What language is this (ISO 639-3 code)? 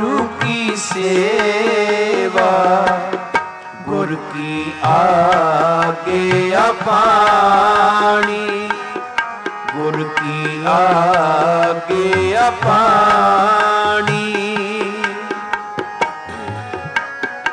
pan